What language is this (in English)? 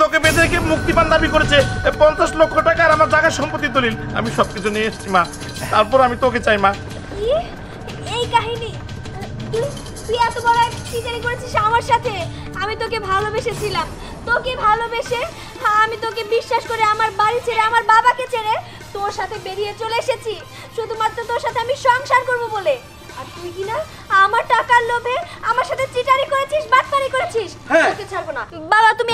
Bangla